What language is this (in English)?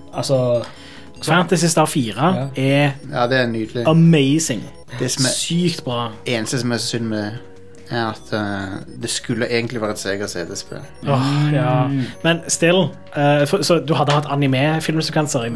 Norwegian